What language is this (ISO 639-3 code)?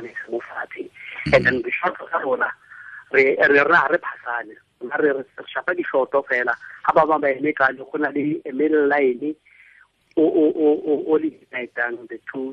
tsn